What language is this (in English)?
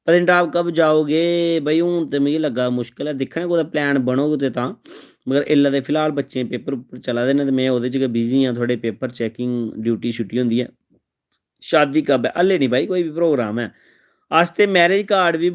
Dogri